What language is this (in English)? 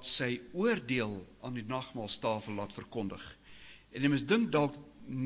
Afrikaans